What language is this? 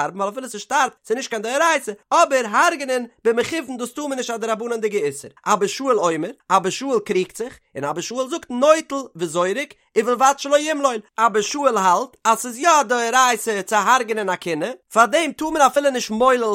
Yiddish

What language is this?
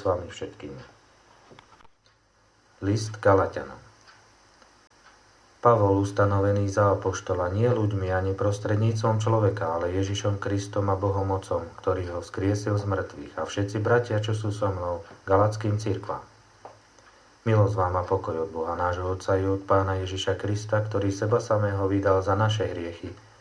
Slovak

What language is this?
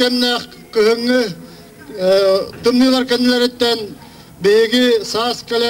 Yakut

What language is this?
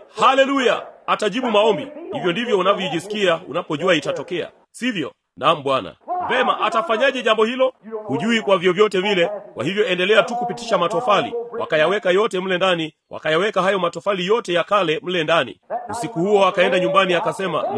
Swahili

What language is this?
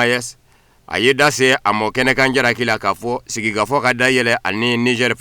Bambara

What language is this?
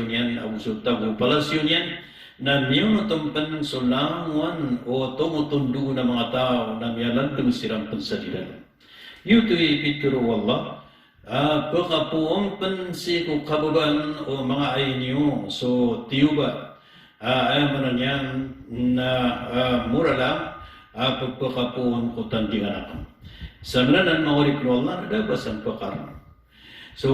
Maranao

